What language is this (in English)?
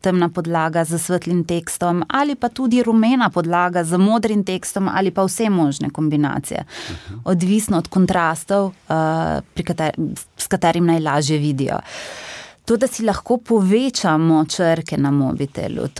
Slovenian